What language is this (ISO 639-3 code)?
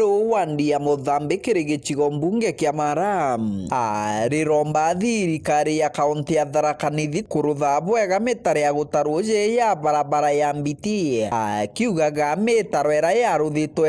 mer